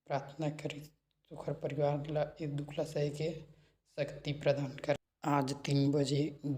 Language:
Chhattisgarhi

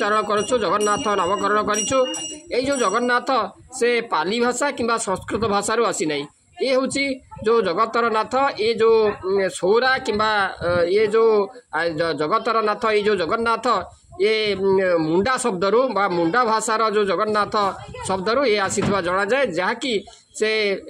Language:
Odia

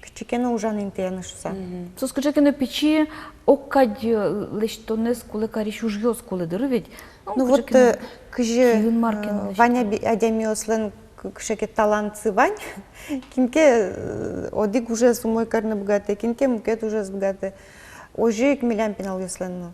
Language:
Udmurt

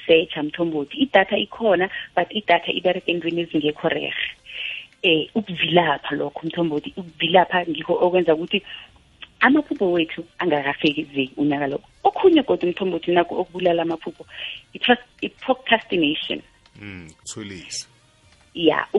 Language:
South Ndebele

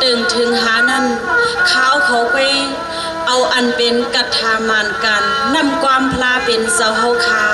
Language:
Shan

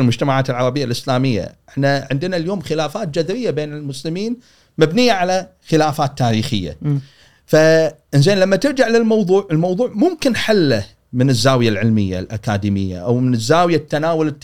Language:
Gulf Arabic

